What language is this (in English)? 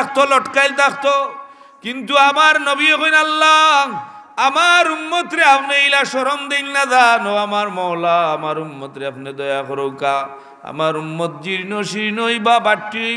Sylheti